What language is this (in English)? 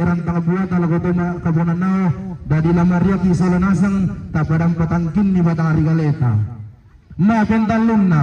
Toraja-Sa'dan